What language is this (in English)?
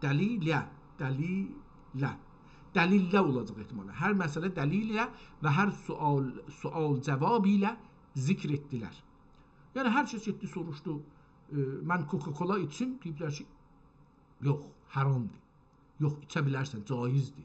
South Azerbaijani